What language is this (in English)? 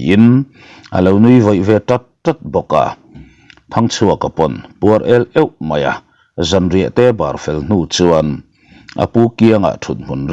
Mizo